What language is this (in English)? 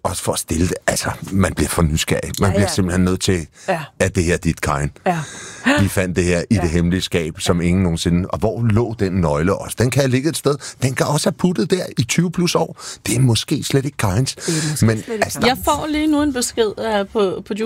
Danish